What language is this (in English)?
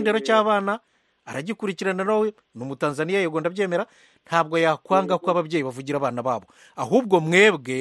Kinyarwanda